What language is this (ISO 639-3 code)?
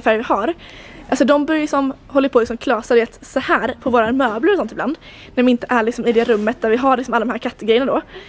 swe